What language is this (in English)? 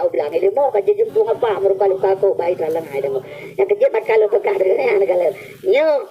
Achinese